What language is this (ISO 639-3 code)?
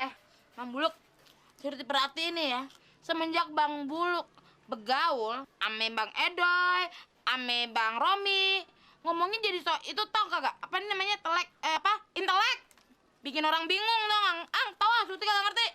bew